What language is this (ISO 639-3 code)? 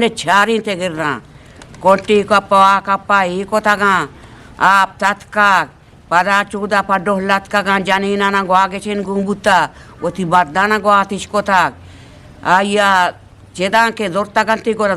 bgp